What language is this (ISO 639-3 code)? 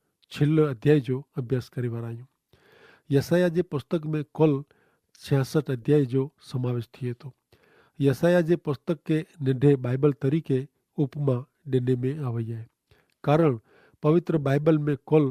kfr